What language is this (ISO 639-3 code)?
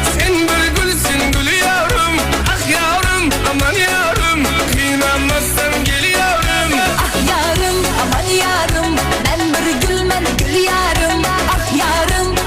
kaa